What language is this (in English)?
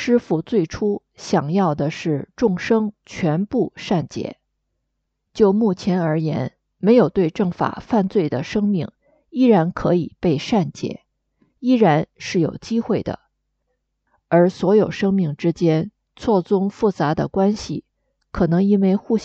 Chinese